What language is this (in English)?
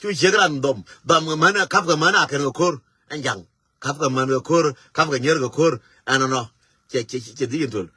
Nuer